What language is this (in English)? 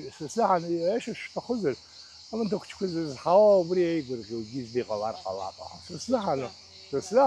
Abkhazian